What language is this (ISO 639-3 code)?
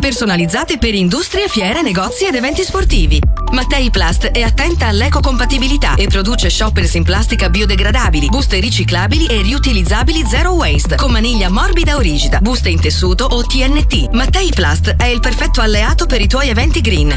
ita